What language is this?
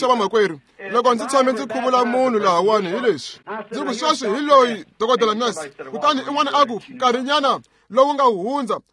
Tsonga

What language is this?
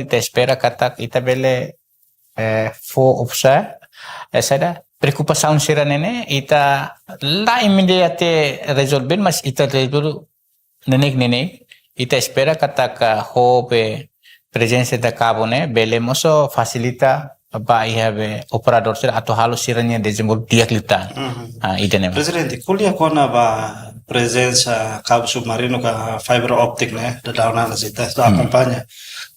Tetum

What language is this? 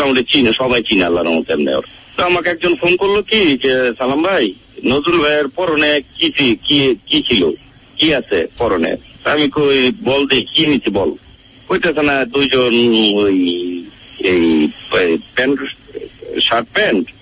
Bangla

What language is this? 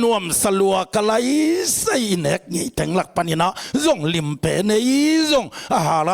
Tedim Chin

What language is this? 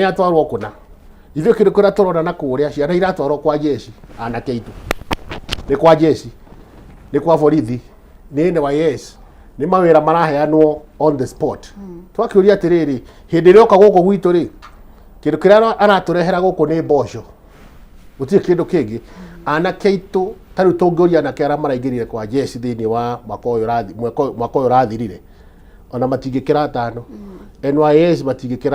Kikuyu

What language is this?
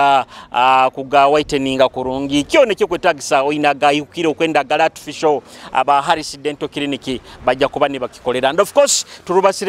Nyoro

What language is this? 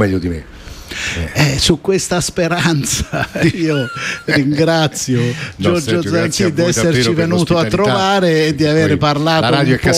Italian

